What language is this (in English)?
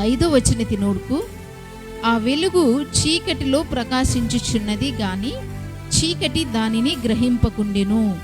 Koya